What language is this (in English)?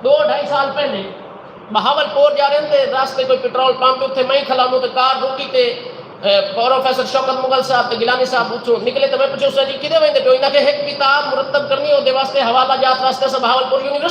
Saraiki